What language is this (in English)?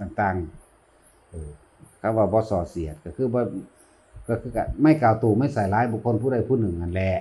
Northeastern Thai